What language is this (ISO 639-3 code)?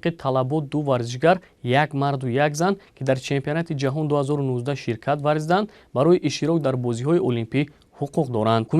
tgk